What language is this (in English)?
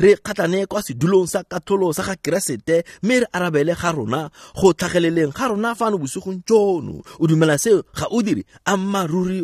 Tswana